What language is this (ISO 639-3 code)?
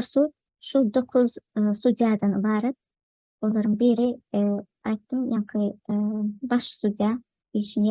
tuk